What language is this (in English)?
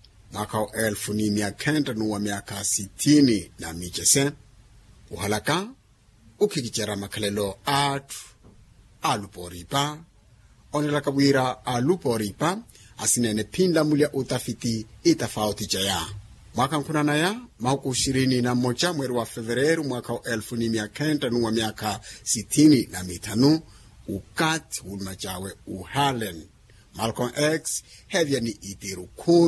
Makhuwa